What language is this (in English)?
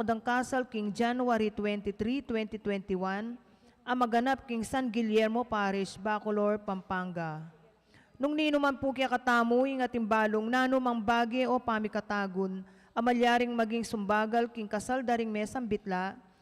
Pampanga